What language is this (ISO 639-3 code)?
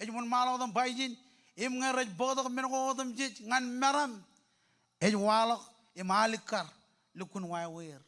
mah